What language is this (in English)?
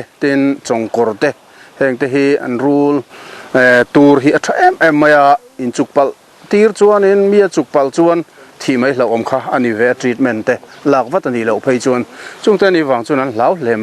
Mizo